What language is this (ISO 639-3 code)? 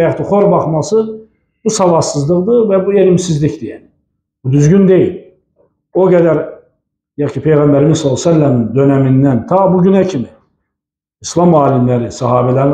aze